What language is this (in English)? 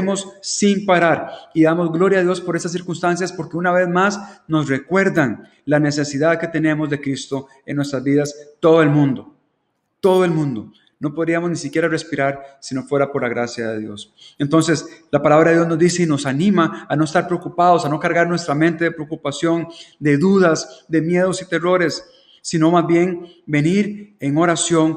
Spanish